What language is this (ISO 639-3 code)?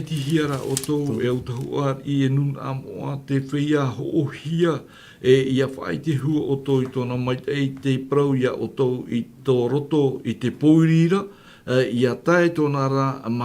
tah